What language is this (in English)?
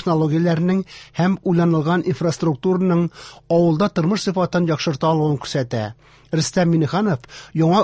Tatar